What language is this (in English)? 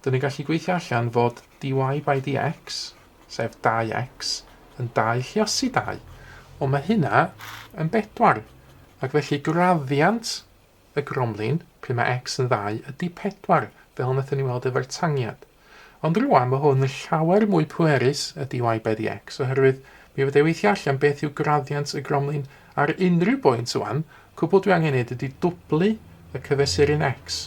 Welsh